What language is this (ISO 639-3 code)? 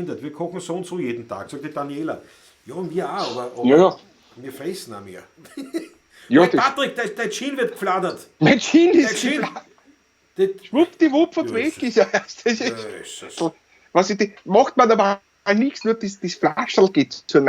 bar